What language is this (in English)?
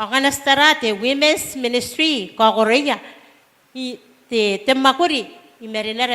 Gilbertese